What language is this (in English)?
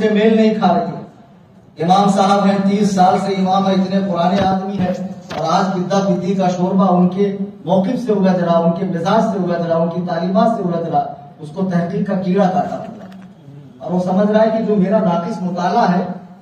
Urdu